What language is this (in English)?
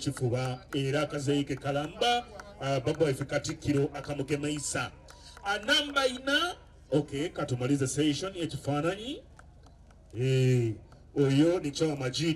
Soga